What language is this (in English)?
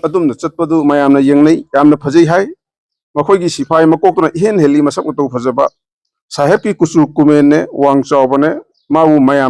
Manipuri